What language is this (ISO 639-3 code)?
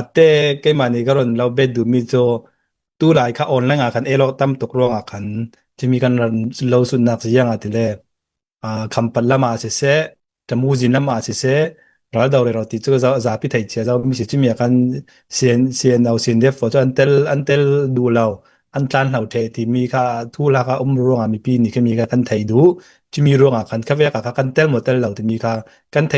cfm